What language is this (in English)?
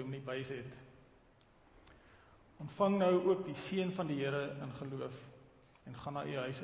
Afrikaans